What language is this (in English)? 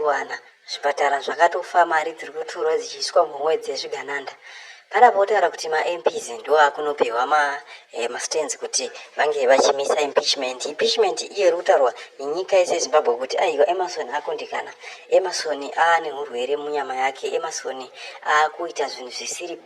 Shona